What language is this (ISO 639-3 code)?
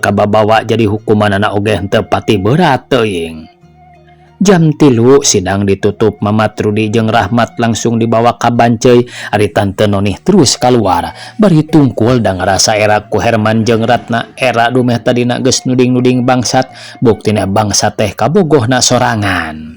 sun